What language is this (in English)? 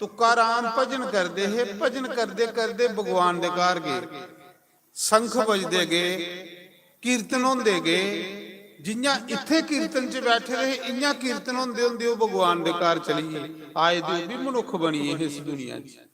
Dogri